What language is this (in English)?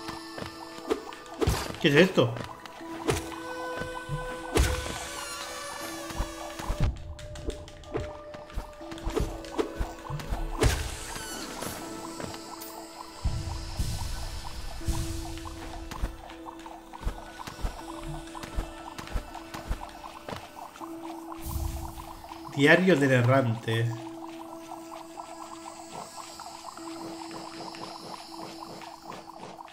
Spanish